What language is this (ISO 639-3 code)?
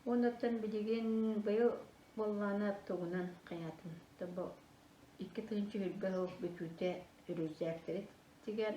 sah